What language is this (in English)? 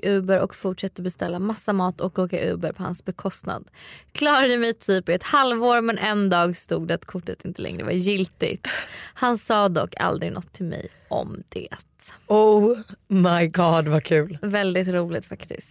Swedish